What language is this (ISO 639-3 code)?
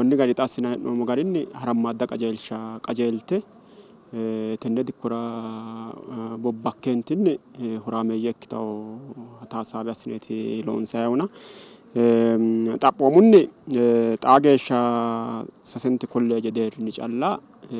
sid